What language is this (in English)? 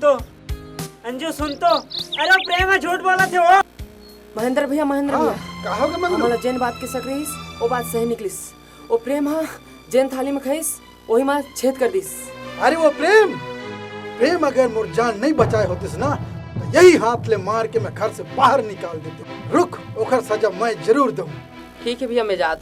Chhattisgarhi